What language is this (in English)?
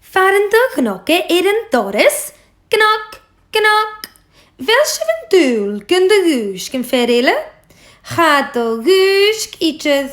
Scottish Gaelic